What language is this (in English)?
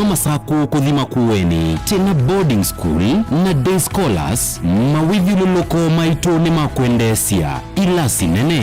Kamba